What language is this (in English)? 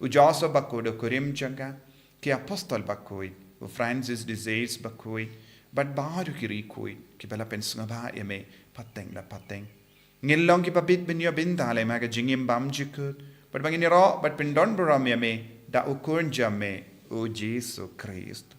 Khasi